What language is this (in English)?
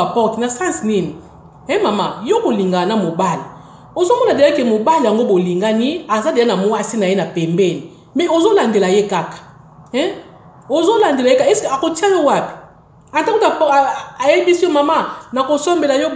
Lingala